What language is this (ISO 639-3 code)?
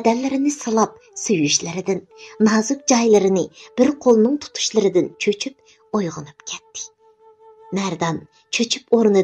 uig